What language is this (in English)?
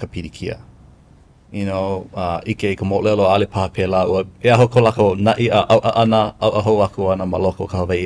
Hawaiian